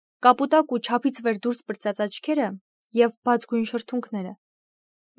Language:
Armenian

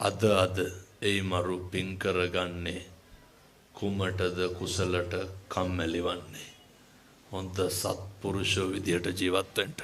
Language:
Sinhala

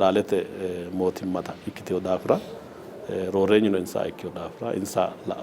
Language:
Sidamo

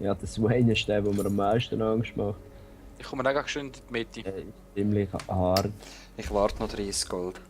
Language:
Swiss German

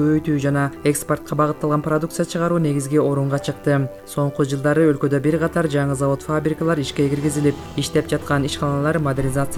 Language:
Kyrgyz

